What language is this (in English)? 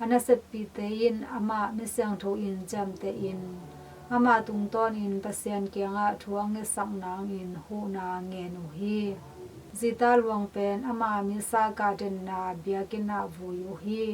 Tedim Chin